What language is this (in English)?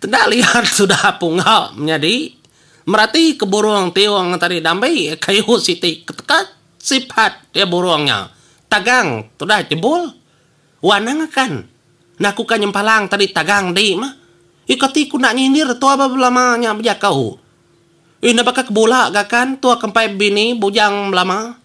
Iban